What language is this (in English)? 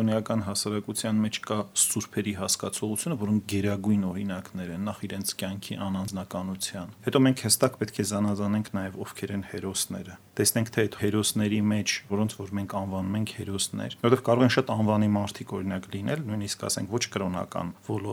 Armenian